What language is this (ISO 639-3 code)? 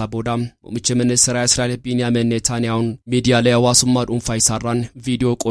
orm